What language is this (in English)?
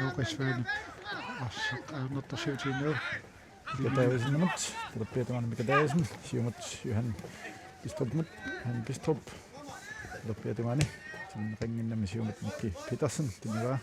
Kalaallisut